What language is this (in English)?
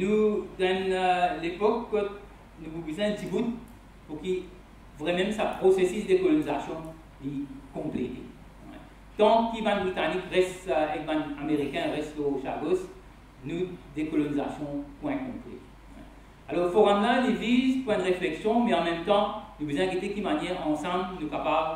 Morisyen